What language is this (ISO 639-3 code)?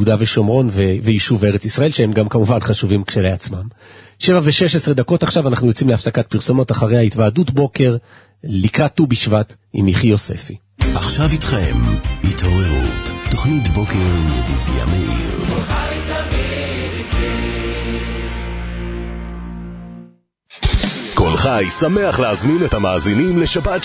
heb